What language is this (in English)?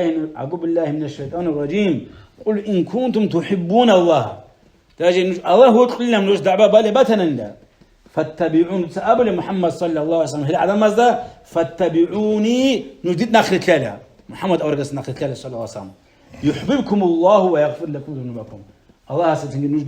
Avaric